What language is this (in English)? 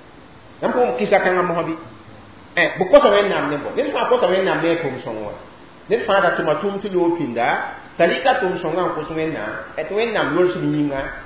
Mossi